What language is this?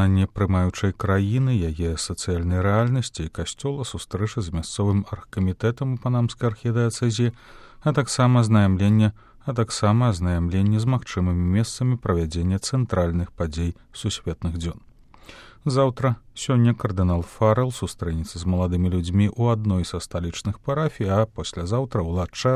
Belarusian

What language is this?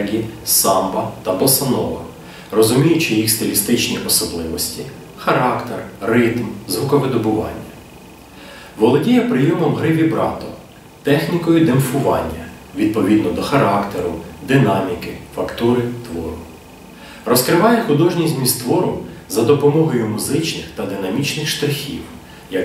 Ukrainian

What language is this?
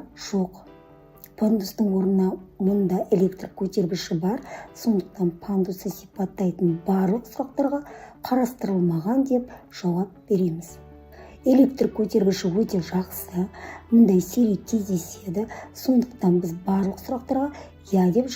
Kazakh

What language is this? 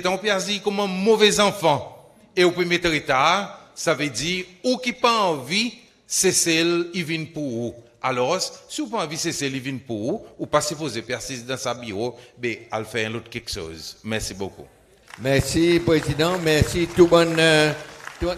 Seselwa Creole French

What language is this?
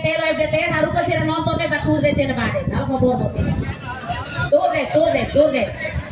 Tetum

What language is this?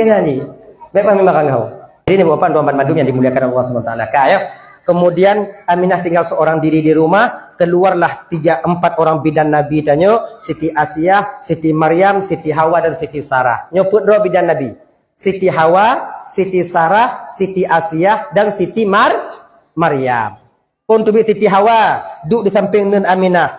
Achinese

